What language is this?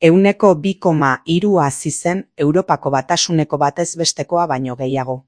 Basque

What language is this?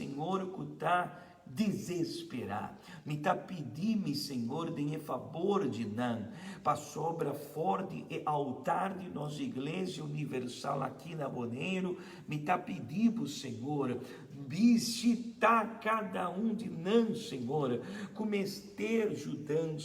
Papiamento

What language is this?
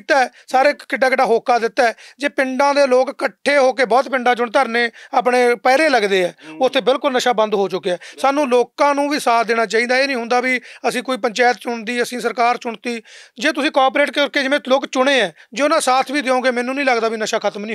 Punjabi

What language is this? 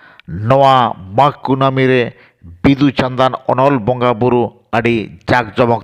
Santali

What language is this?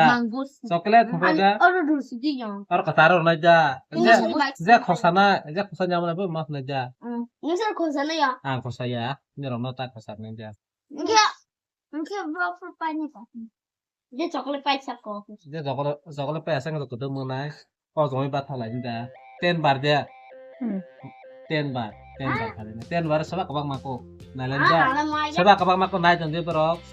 Kok Borok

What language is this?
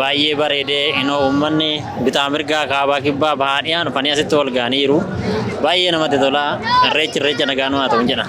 Oromo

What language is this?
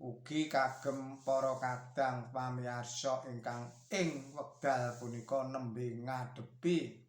Javanese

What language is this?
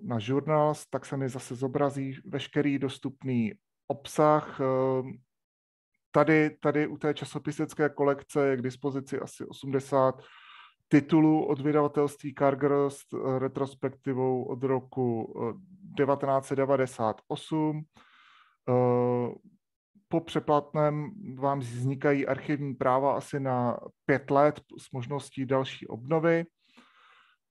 Czech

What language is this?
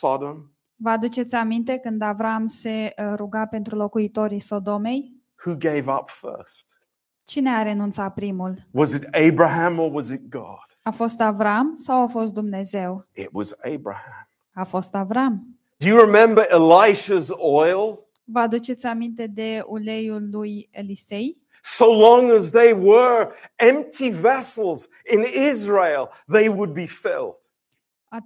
Romanian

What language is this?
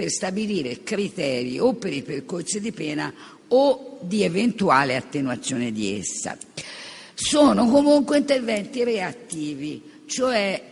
Italian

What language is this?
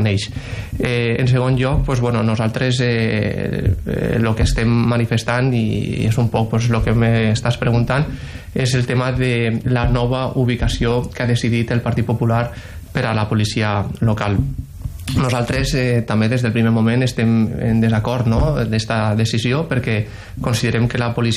Catalan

